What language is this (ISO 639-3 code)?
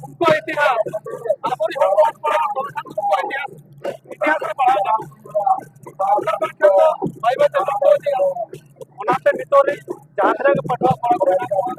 sat